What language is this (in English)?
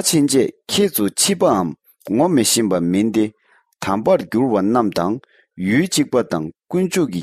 Tibetan